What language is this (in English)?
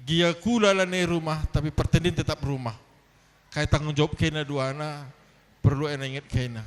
Batak Karo